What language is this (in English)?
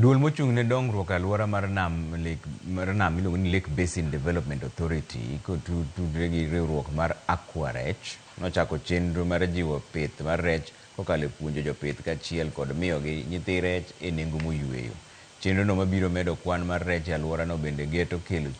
Luo (Kenya and Tanzania)